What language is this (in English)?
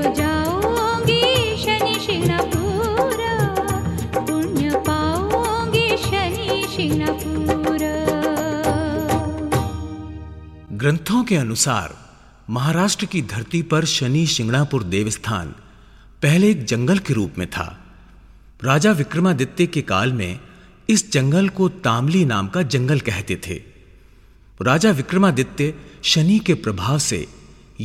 Hindi